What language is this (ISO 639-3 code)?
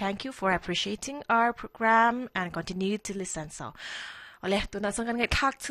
lus